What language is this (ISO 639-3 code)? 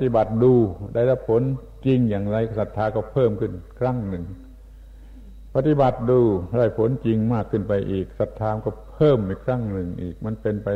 tha